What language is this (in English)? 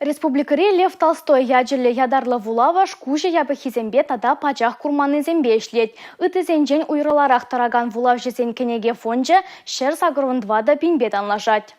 Chuvash